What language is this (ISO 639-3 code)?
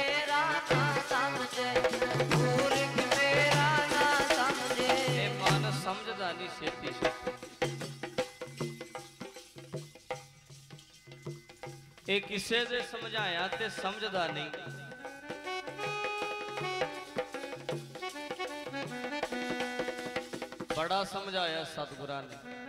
pan